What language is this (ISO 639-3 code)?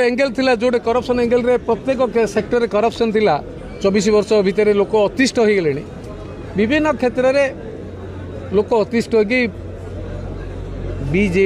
ori